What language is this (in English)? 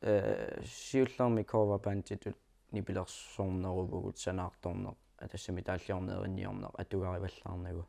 Kalaallisut